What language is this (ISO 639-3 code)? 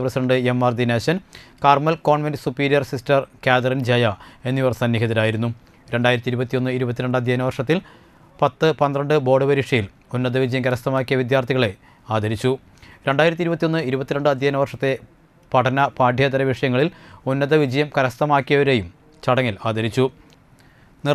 mal